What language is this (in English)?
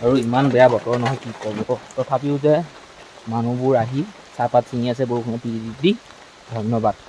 Assamese